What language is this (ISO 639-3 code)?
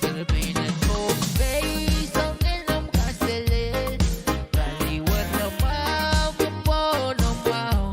pon